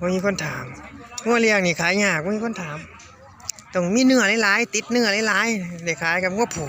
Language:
Northeastern Thai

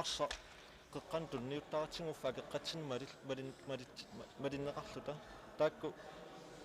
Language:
Kalaallisut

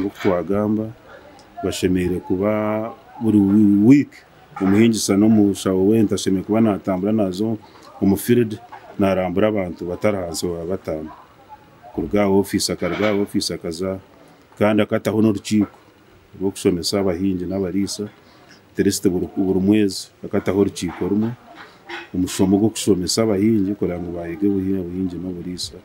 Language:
Nyankole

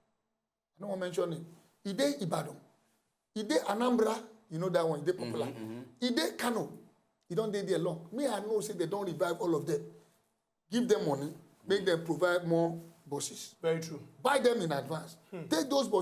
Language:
Nigerian Pidgin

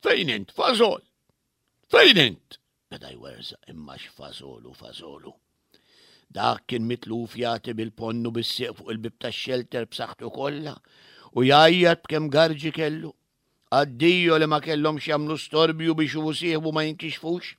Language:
Maltese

